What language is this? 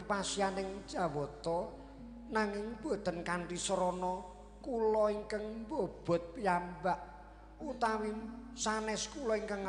Javanese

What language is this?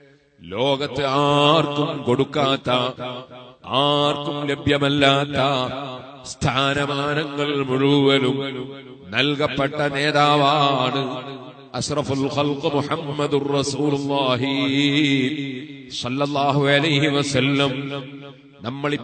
Malayalam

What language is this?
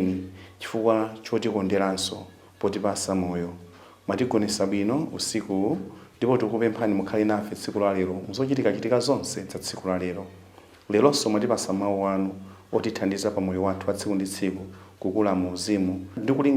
Nyanja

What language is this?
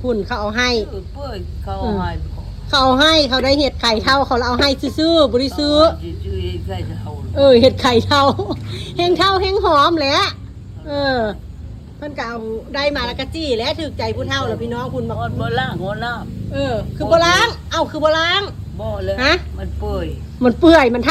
Northeastern Thai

